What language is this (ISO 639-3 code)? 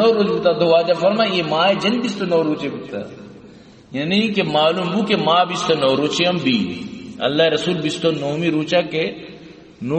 bal